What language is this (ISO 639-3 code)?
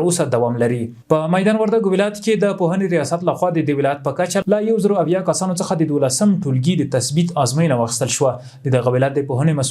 pus